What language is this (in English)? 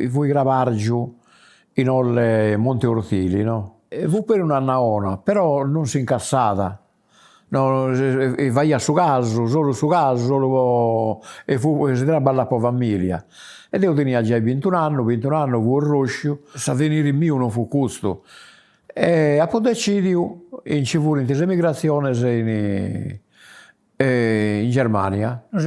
Sardinian